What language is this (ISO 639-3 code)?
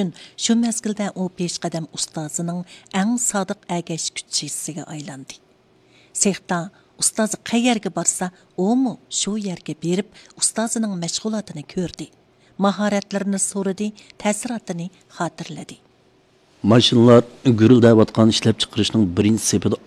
uig